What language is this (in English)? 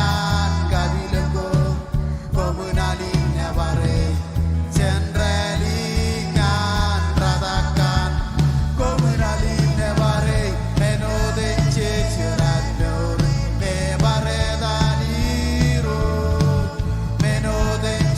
Marshallese